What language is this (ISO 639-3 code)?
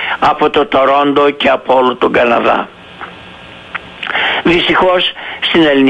ell